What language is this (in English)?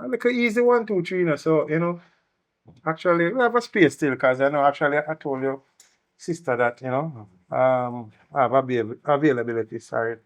Jamaican Creole English